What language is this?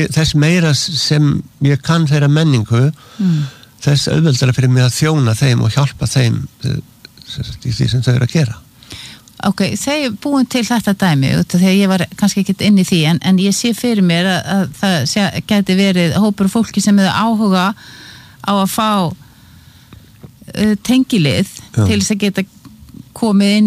Icelandic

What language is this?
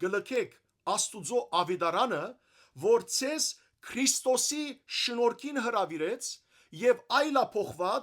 Western Armenian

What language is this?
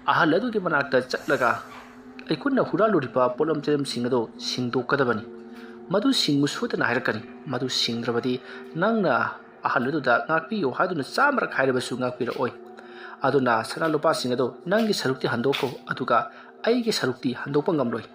Manipuri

